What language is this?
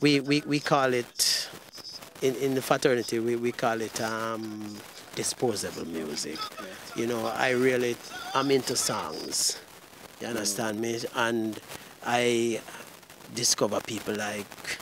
Jamaican Creole English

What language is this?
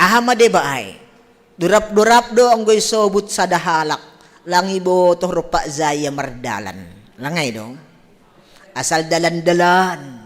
Batak Simalungun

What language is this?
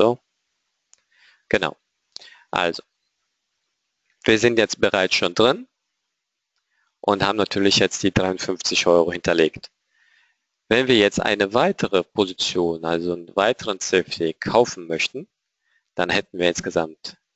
German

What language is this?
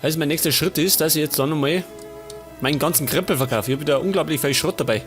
Bavarian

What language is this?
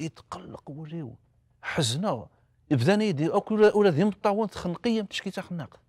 Kabyle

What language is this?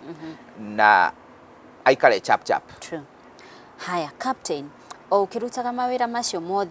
Kikuyu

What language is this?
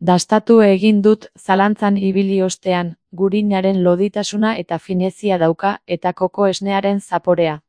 Basque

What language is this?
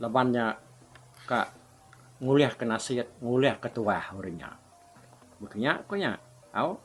Iban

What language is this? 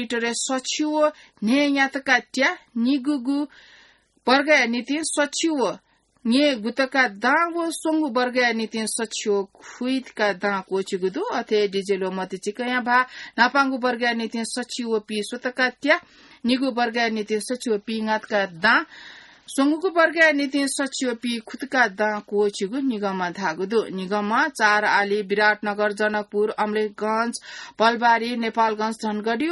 Newari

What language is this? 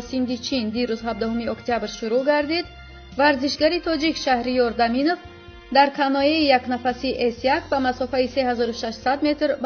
Tajik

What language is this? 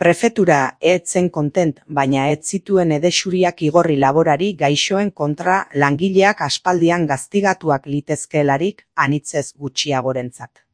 Basque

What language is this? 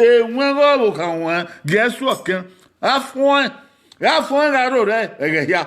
Bini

